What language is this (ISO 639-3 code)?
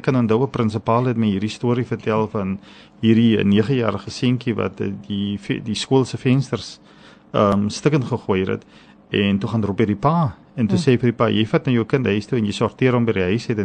afr